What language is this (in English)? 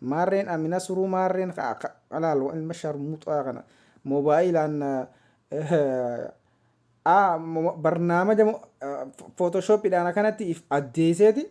Oromo